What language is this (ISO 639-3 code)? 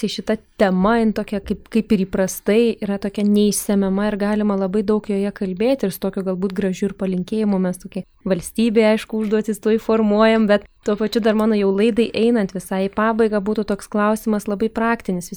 lit